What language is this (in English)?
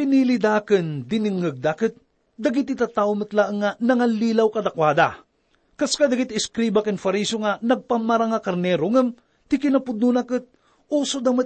Iloko